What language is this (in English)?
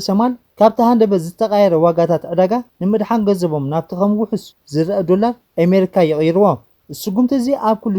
Tigrinya